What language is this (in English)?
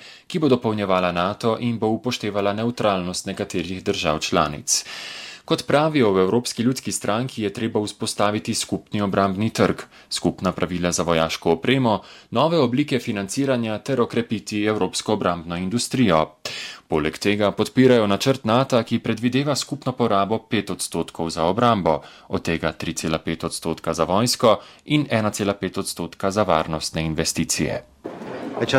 Slovenian